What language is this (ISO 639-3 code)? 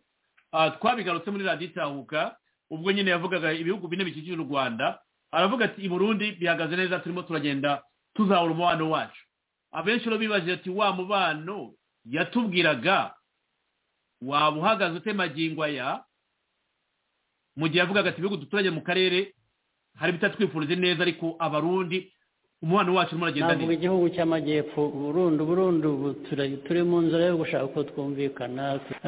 kin